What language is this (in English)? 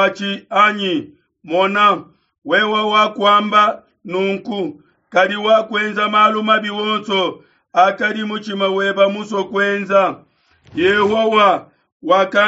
Luba-Lulua